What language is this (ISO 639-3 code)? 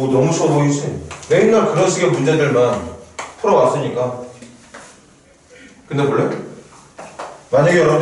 kor